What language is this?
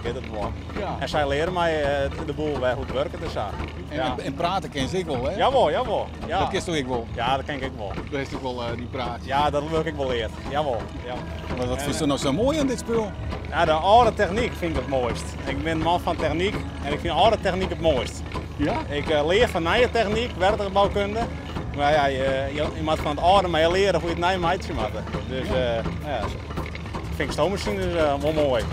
Western Frisian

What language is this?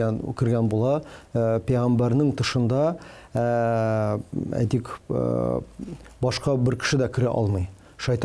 Tatar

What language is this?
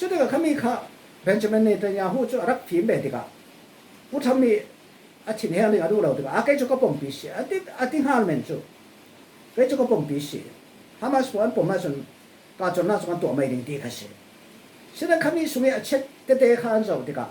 Falam Chin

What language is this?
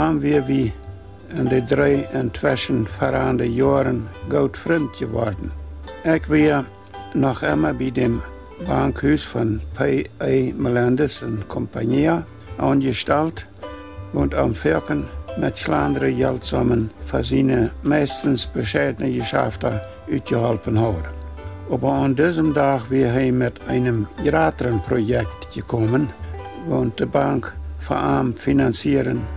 Plautdietsch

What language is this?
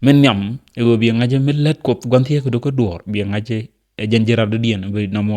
Nuer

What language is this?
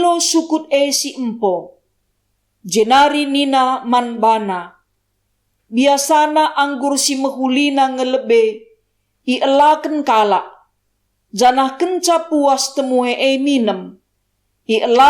Batak Karo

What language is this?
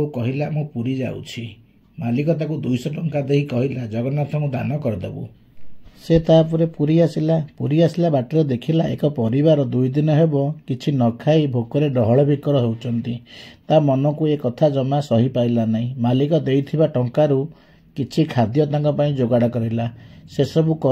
Odia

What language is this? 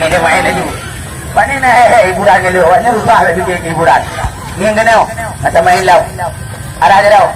Achinese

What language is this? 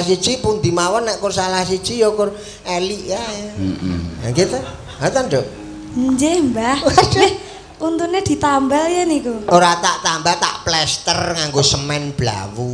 Javanese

